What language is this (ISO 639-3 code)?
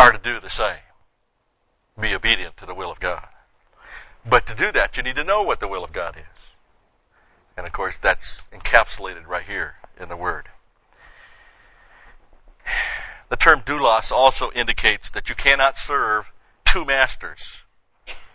eng